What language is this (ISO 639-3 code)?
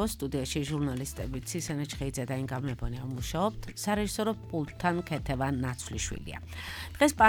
kat